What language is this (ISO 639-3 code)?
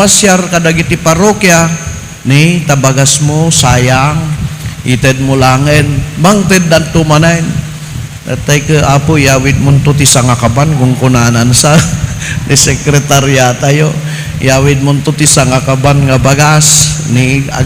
ilo